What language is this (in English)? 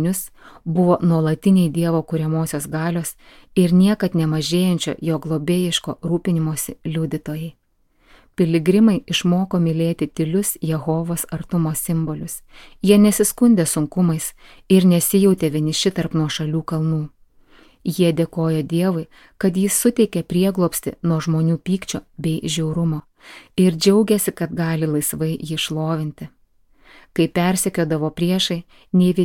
Lithuanian